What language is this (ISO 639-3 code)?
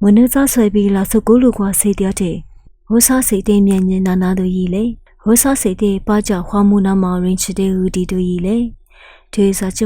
lis